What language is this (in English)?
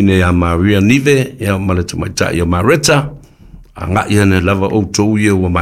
Samoan